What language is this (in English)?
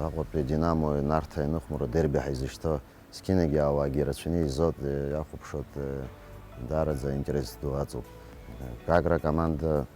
Abkhazian